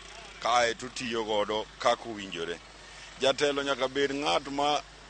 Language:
Luo (Kenya and Tanzania)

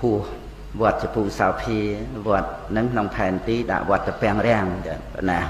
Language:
Khmer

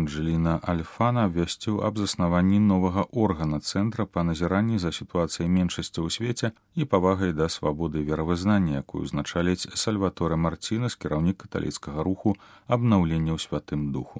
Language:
Belarusian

